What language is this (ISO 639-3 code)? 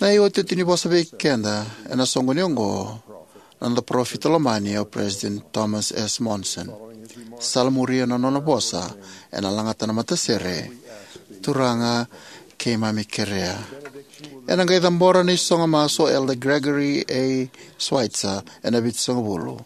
fij